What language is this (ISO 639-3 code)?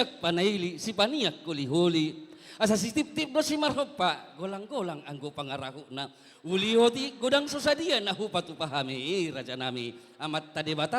bbc